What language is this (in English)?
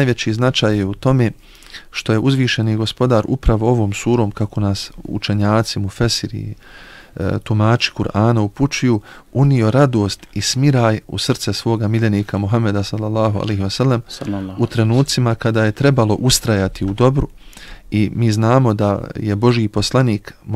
Bosnian